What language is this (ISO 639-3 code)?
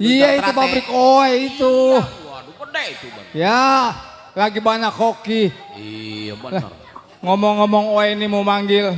bew